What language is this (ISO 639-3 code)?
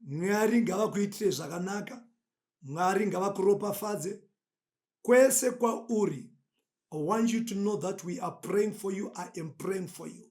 sna